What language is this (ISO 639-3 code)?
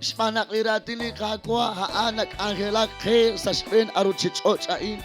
kek